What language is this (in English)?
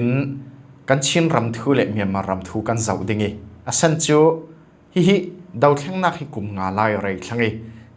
Falam Chin